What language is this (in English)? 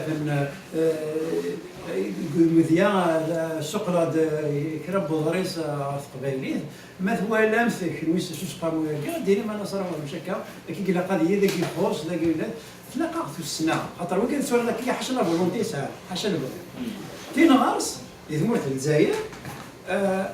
Kabyle